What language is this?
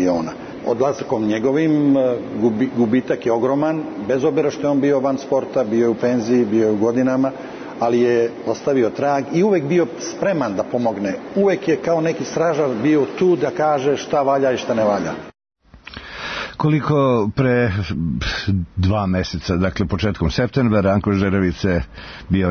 Serbian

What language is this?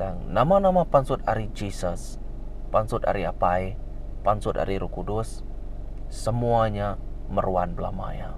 Iban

